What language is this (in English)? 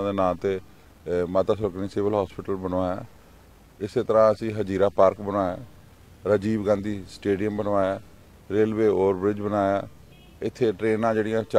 Punjabi